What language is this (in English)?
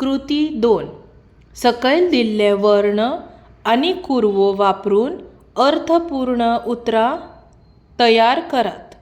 Konkani